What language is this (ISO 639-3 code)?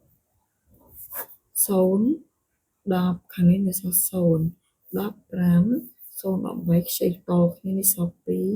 khm